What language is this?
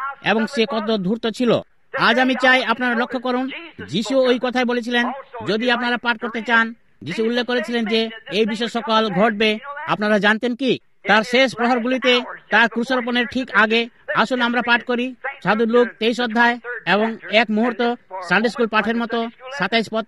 Bangla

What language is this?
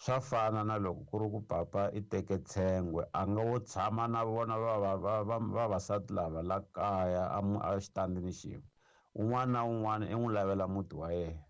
Tsonga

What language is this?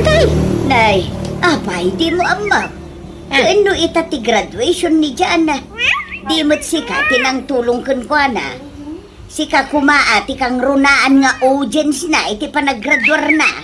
Iloko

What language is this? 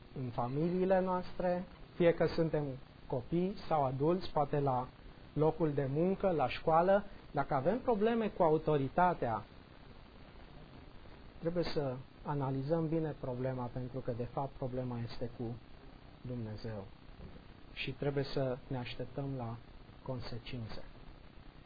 Romanian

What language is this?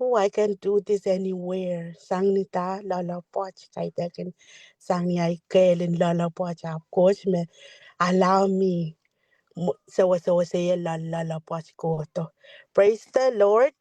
Pohnpeian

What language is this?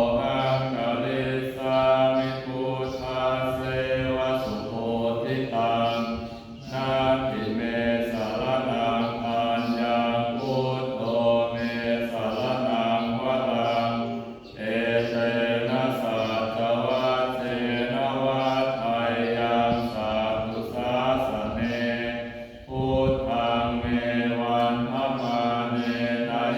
Pali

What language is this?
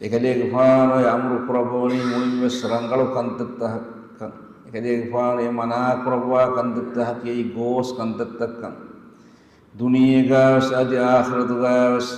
Divehi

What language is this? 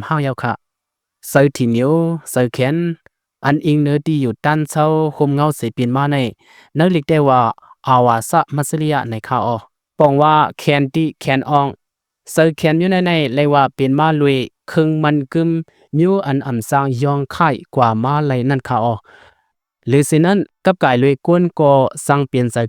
Shan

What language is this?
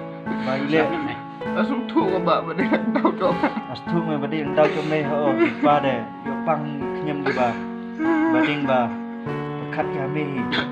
Khasi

